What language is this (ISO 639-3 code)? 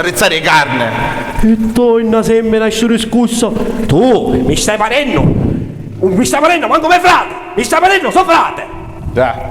scn